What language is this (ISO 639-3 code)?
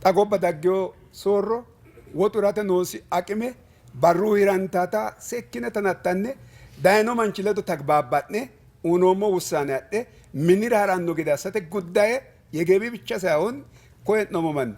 sid